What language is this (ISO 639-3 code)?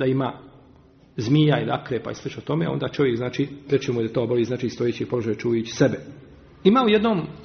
bos